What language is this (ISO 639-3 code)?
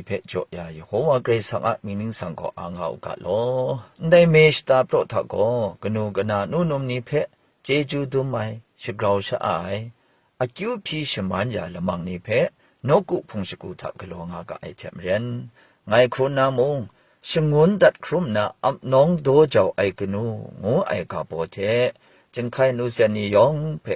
kac